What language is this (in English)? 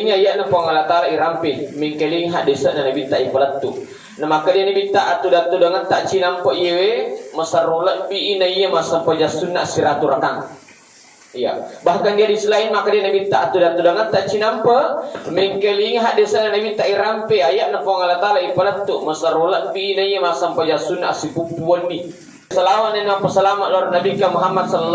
Buginese